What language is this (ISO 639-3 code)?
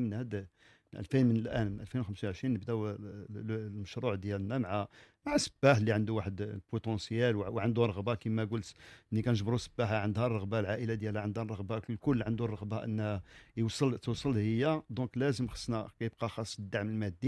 ary